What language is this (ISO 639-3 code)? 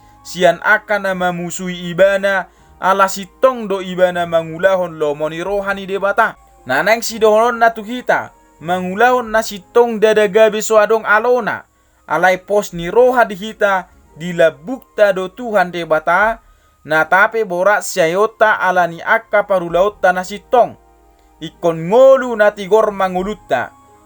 bbc